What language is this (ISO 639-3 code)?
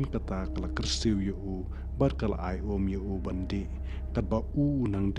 kha